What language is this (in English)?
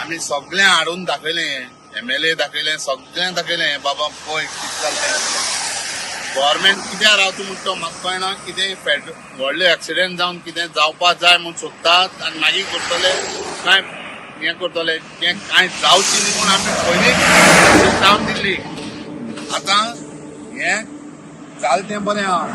Konkani